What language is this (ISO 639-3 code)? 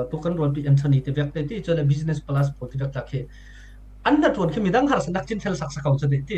cfm